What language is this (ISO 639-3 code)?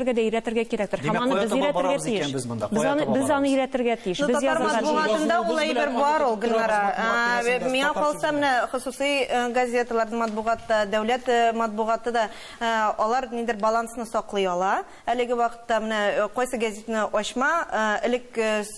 tat